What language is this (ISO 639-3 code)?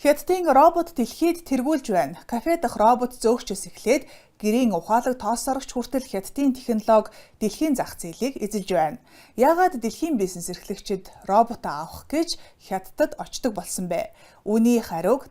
mon